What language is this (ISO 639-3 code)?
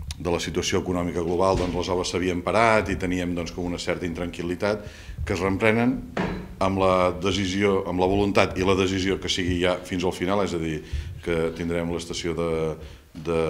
cat